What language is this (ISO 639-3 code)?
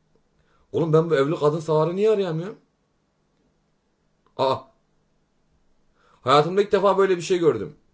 tur